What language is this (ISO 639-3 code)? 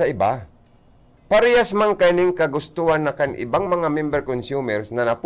bik